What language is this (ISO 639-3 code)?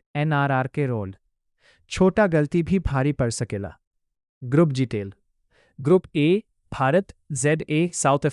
bho